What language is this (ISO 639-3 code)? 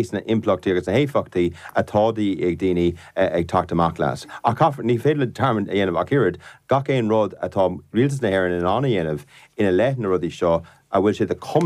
gle